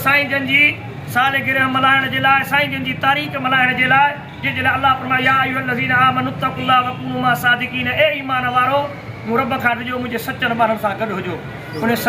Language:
Sindhi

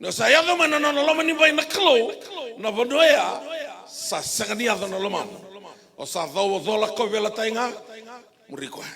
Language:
Fijian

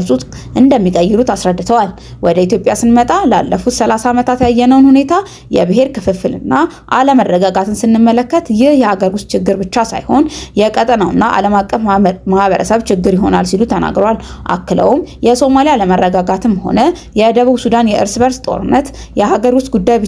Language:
Amharic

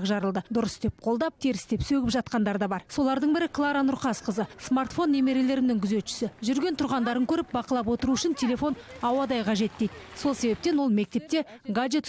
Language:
Kazakh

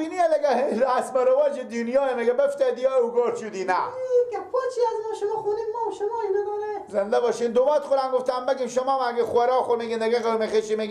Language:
Persian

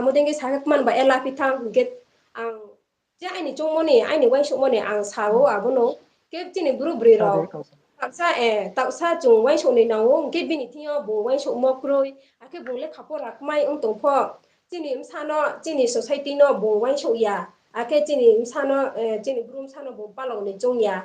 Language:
Riang (India)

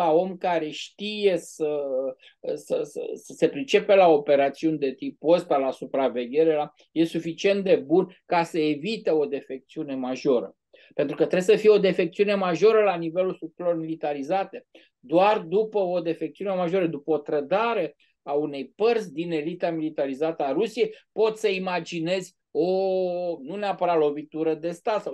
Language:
Romanian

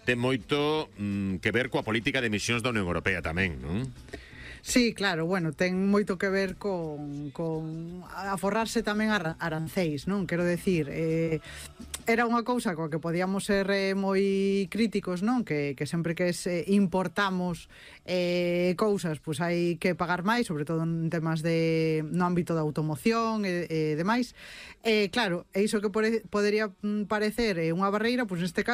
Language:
Galician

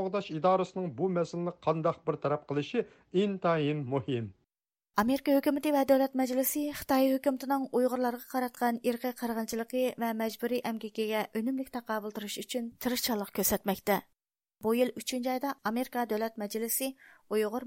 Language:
Uyghur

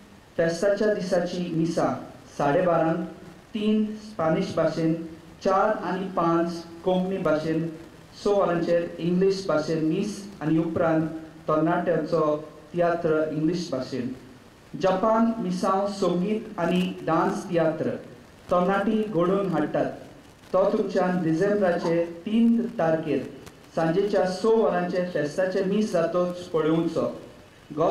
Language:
Konkani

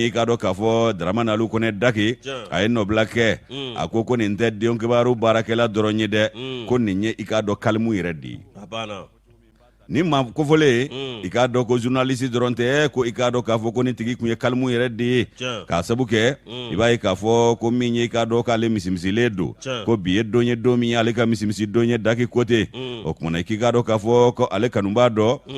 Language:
Bambara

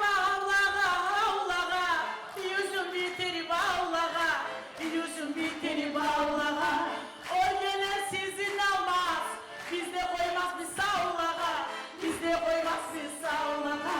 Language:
Kumyk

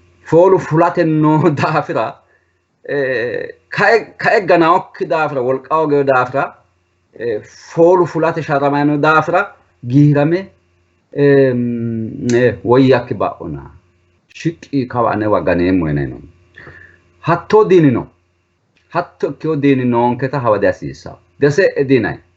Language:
Sidamo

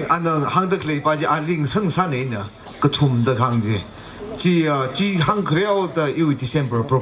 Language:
Tangkhul Naga (India)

